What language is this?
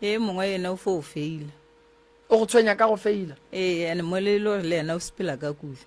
Northern Sotho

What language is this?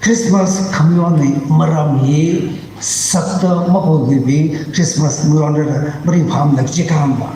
Tangkhul Naga (India)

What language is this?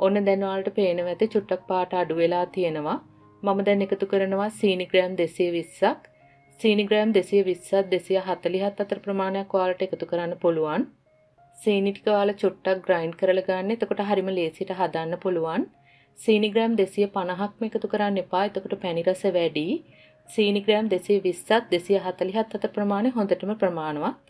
Sinhala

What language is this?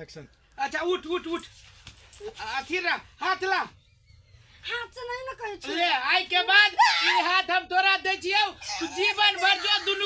Maithili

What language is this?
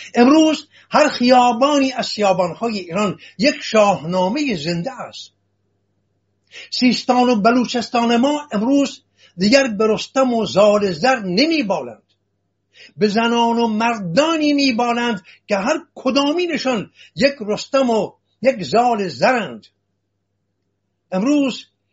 Persian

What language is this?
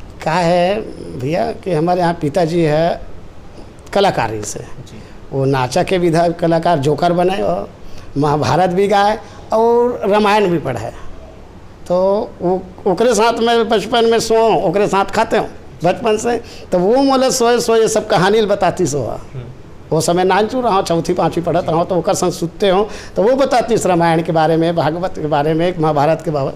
Chhattisgarhi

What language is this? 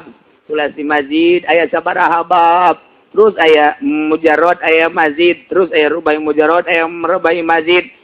Sundanese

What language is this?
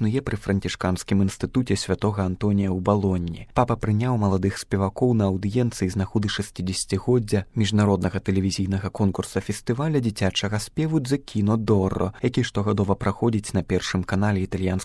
Belarusian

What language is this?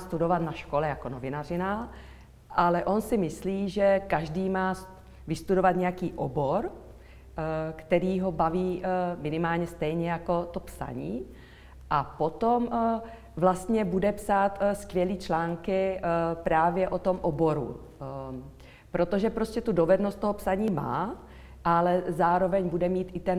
Czech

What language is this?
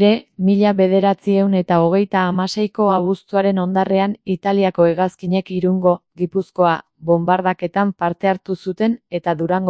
Basque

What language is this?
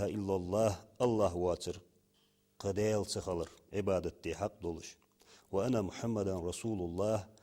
Ingush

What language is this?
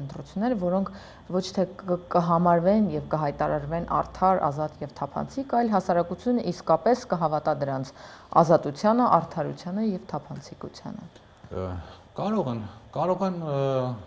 Armenian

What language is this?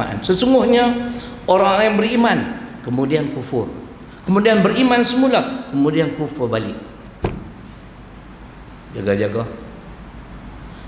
Malay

